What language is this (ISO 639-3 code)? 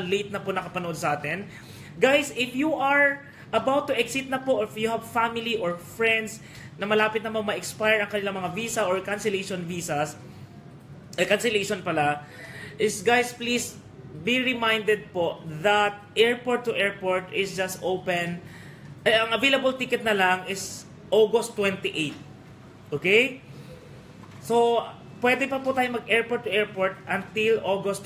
fil